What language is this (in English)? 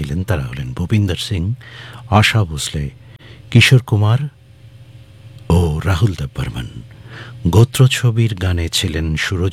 Bangla